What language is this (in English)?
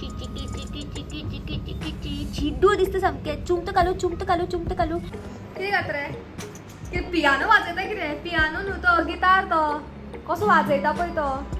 Konkani